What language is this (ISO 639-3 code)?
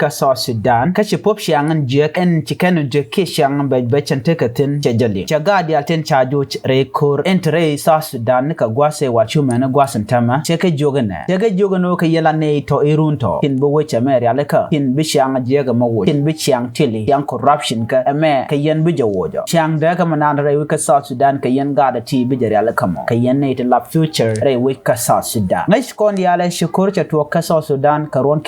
nus